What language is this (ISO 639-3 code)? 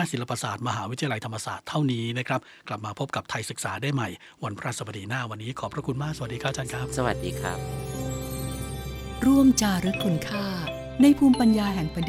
tha